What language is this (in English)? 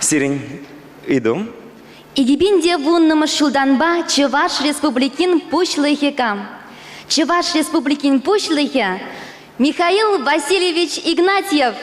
Chuvash